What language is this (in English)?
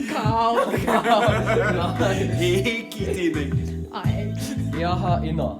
Māori